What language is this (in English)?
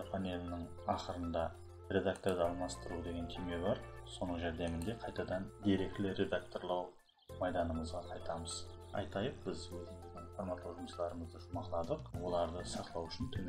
Kara-Kalpak